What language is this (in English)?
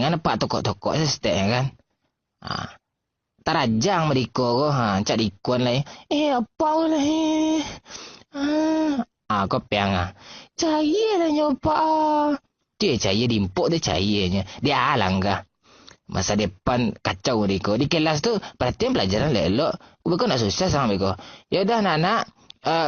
Minangkabau